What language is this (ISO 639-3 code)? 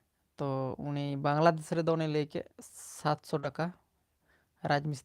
sat